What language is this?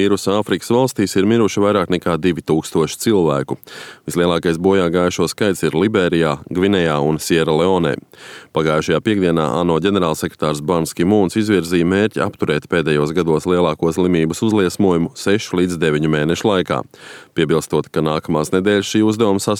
Latvian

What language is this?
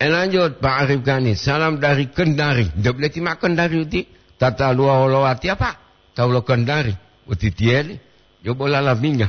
Gorontalo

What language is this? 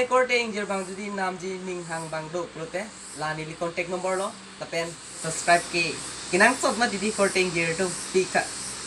Karbi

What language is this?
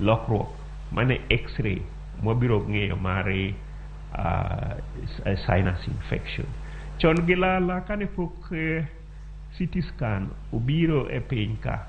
Luo (Kenya and Tanzania)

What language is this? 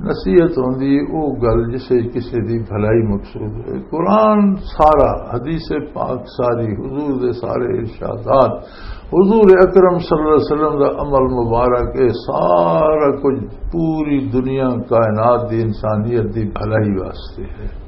Western Panjabi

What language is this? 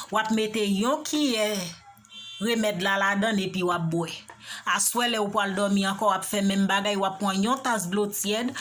Haitian Creole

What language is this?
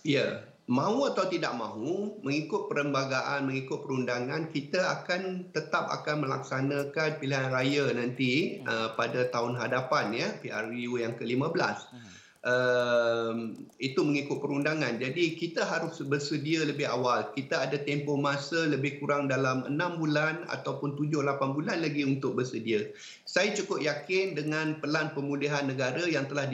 Malay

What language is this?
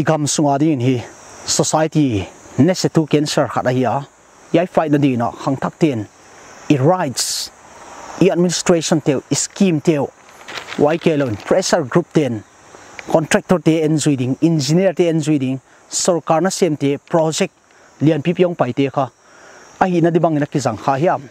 Paite Chin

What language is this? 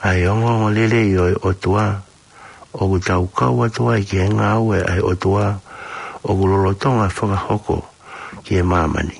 Tongan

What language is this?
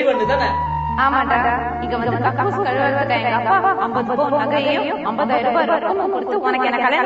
Tamil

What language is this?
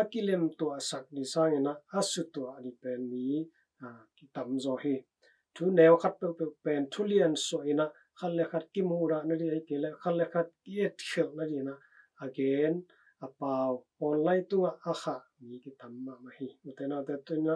Tedim Chin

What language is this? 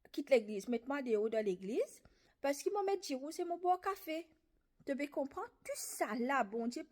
Morisyen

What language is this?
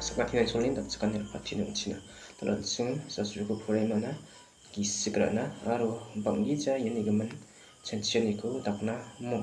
Garo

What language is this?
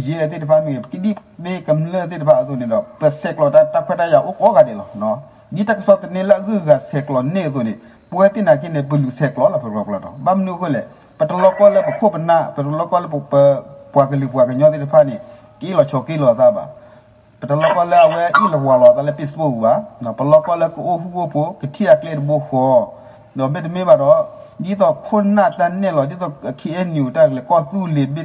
S'gaw Karen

